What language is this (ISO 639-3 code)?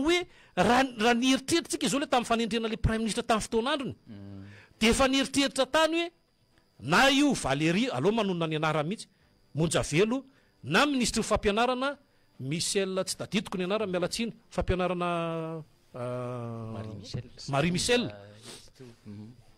mlg